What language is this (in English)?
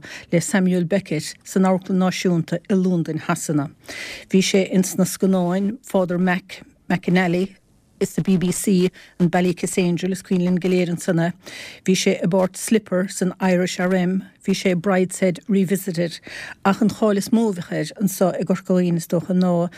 Irish